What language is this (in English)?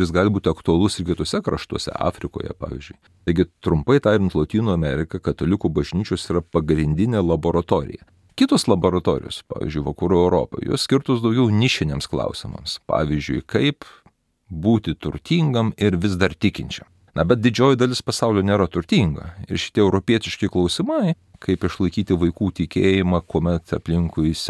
Lithuanian